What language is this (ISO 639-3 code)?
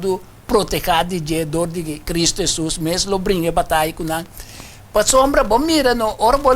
pap